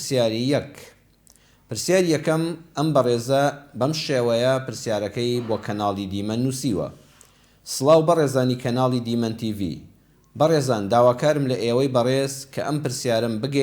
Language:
Central Kurdish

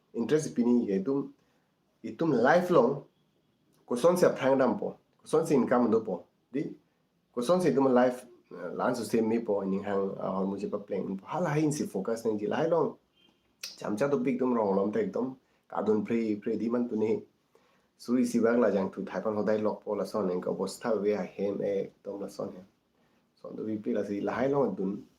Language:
Karbi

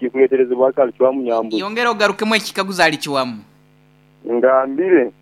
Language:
Nyoro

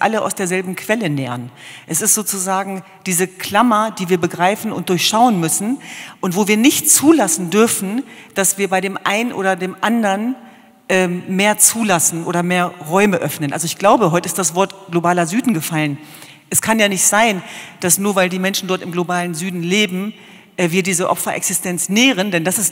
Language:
German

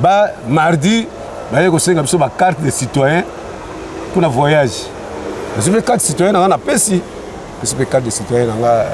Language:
Lingala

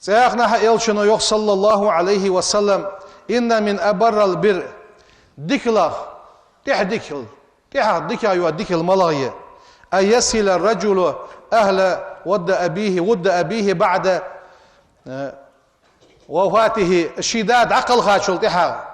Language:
Ingush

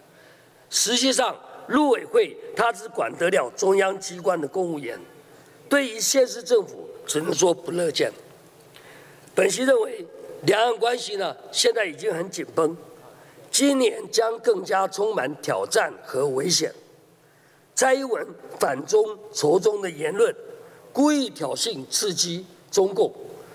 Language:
Chinese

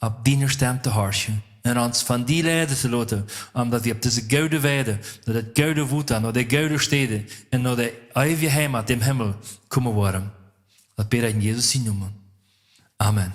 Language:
Plautdietsch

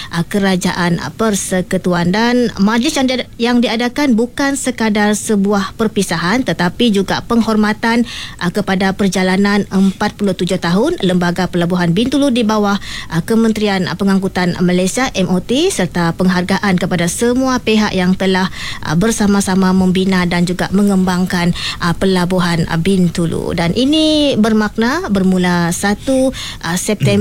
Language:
Malay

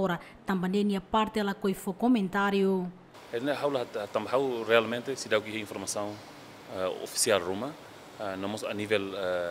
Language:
Tetum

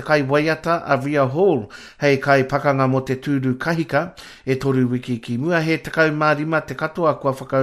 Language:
Māori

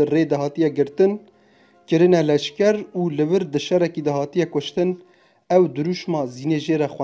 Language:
Kurdish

